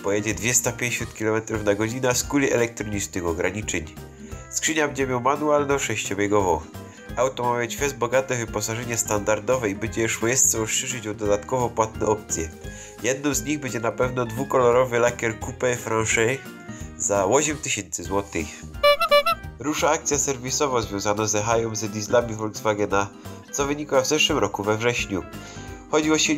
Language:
Silesian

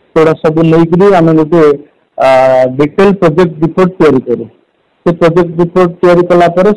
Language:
Odia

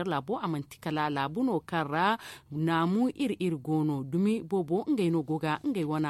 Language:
Zarma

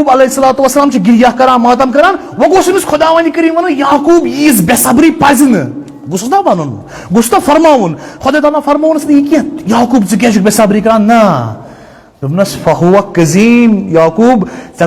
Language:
Kashmiri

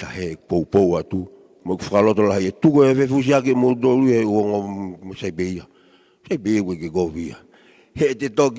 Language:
Tongan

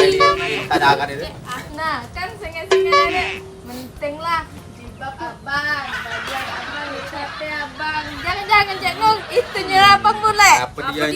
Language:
Musi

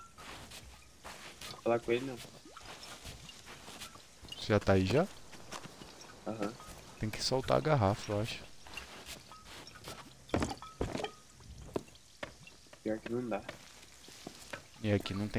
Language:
Portuguese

